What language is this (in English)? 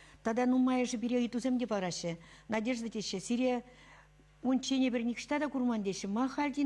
Chuvash